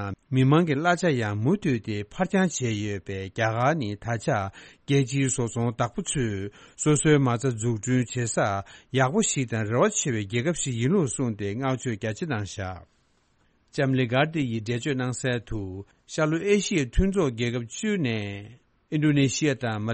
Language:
Tibetan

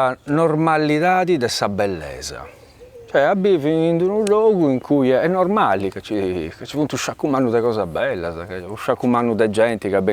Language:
Sardinian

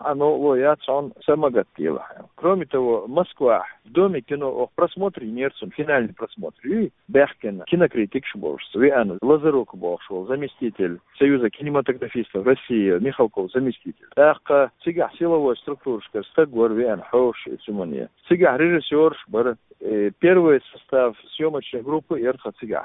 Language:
Chechen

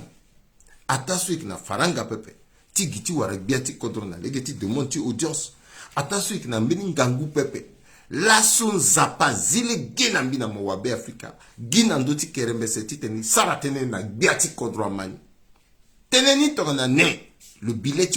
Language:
Sango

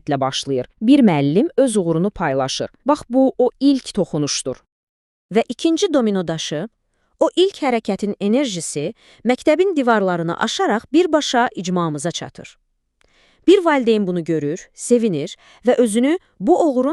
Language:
Azerbaijani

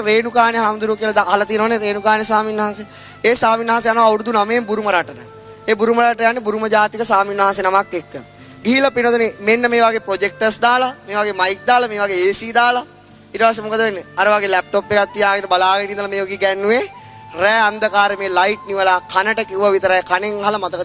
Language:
Sinhala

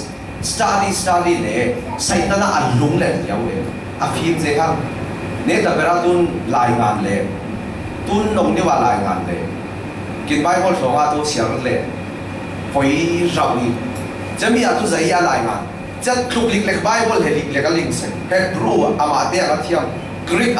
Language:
Falam Chin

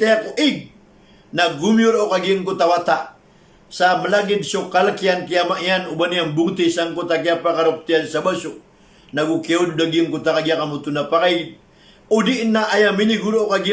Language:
Maranao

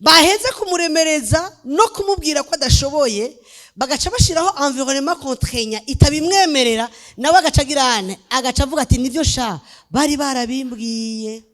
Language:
Rundi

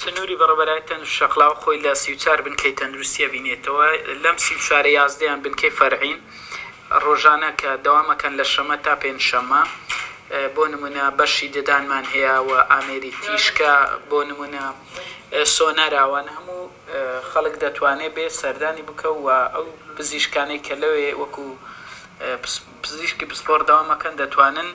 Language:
Central Kurdish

